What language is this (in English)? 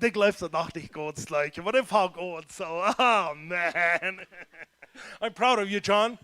Plautdietsch